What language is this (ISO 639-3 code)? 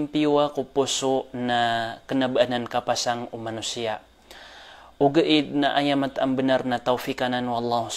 mrw